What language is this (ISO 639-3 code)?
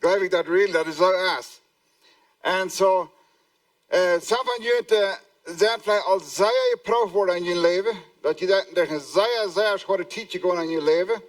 pdt